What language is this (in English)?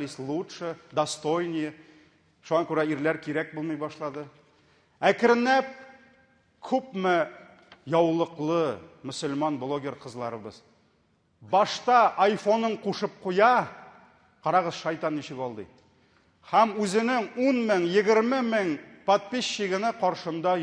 Tatar